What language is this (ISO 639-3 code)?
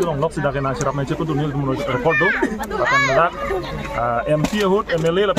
mjw